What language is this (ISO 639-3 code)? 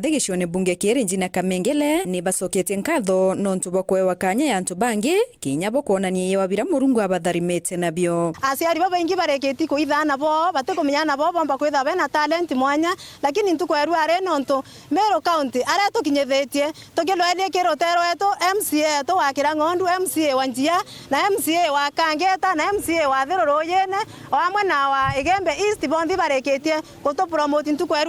mer